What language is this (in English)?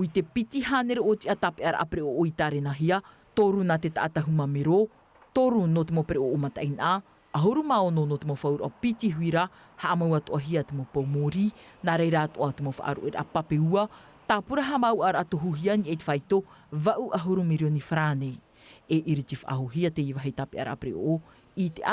Tahitian